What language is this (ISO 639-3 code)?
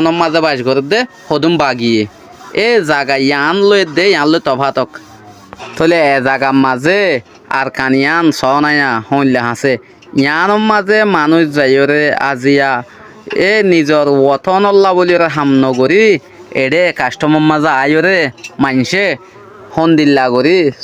rhg